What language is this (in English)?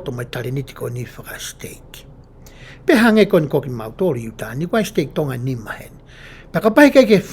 Tongan